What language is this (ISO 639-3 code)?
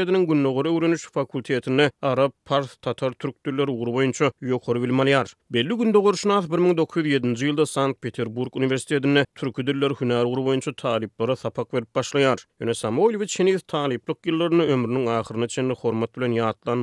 tuk